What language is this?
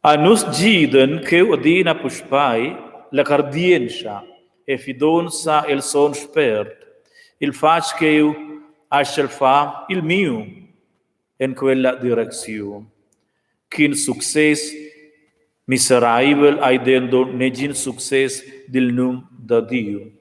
Romansh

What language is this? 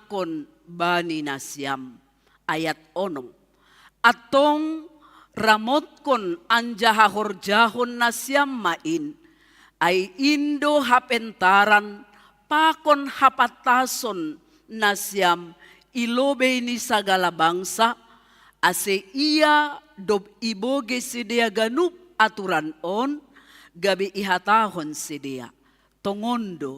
Batak Simalungun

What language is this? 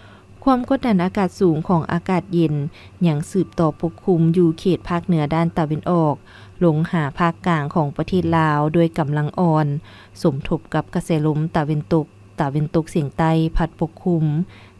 Lao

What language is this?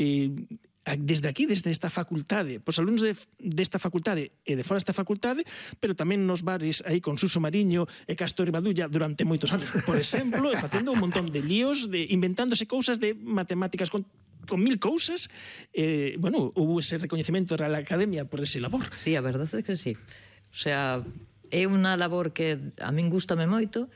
Galician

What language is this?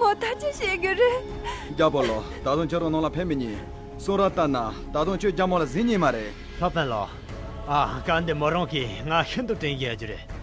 Khams Tibetan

